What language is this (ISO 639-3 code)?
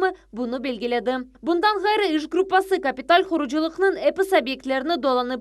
crh